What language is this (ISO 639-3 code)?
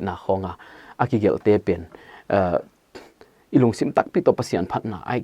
pck